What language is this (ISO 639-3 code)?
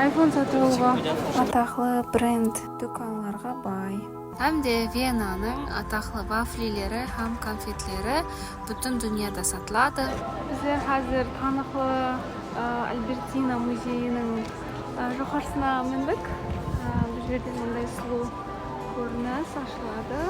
kaa